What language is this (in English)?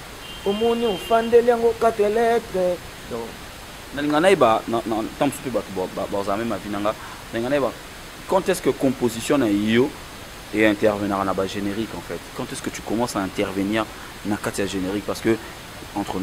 Lingala